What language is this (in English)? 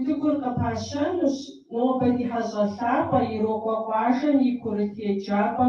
Kabardian